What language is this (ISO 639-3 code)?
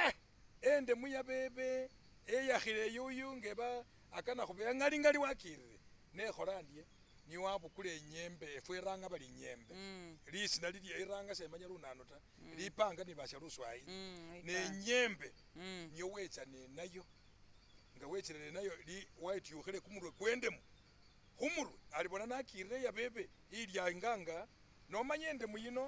myx